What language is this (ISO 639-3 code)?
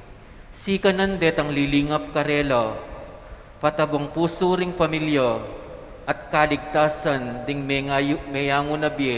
pam